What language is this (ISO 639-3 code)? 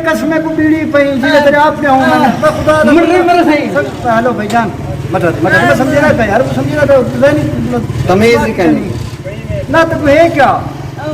skr